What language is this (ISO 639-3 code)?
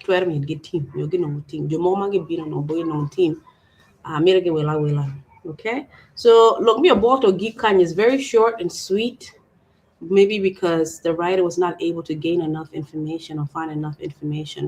ach